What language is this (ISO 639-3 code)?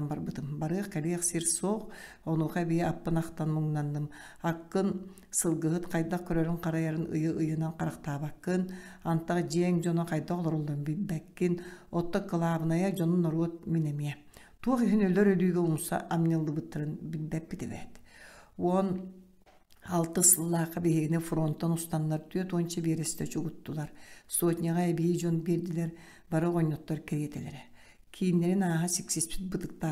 sah